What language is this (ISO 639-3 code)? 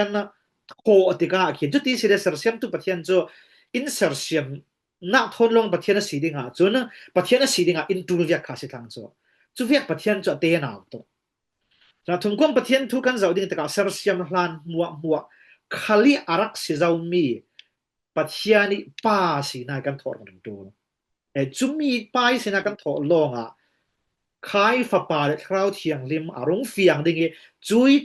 cfm